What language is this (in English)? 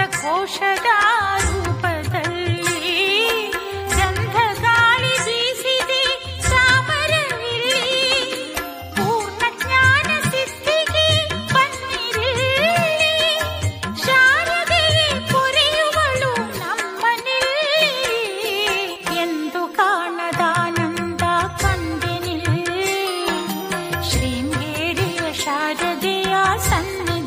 Kannada